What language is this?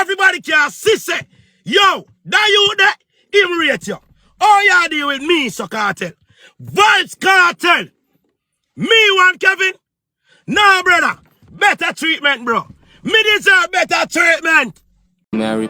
Jamaican Creole English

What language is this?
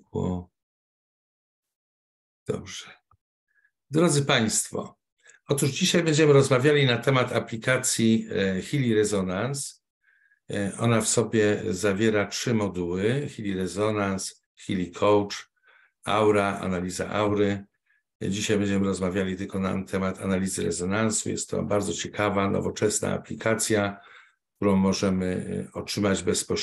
Polish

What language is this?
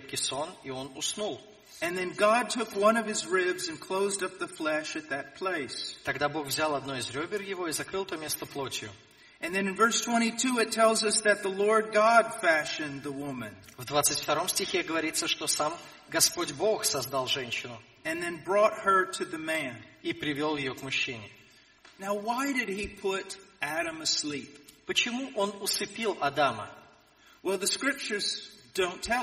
Russian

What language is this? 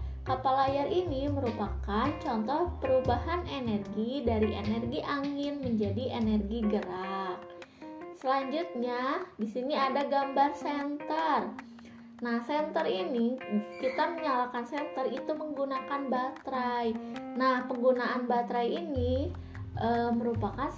Indonesian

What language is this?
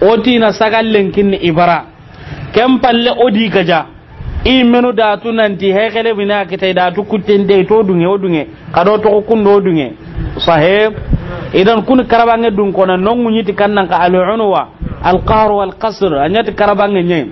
Soninke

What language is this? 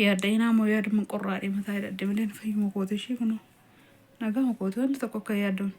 Oromo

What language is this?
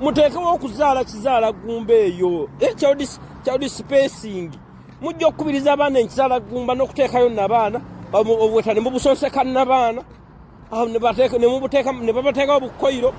Ganda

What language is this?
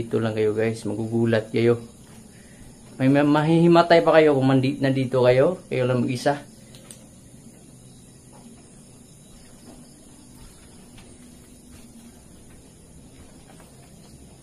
Filipino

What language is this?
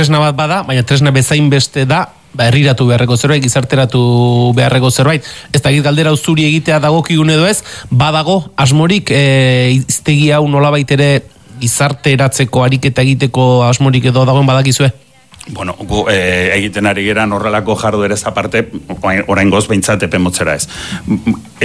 Basque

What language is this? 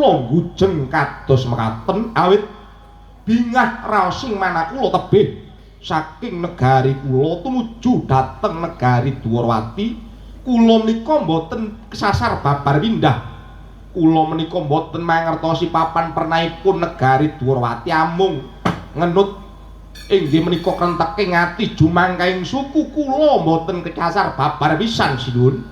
Javanese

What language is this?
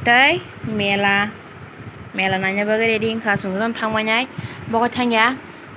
Kok Borok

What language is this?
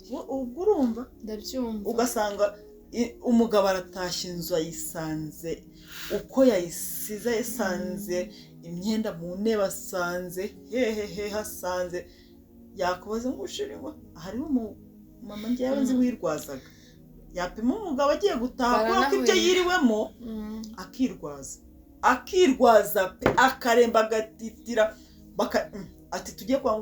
Kinyarwanda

